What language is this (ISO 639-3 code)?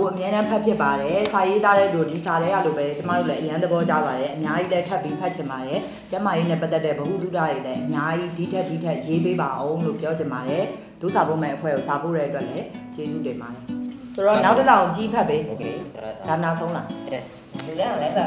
mya